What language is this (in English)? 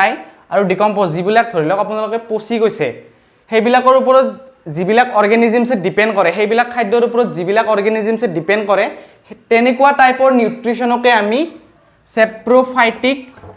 Assamese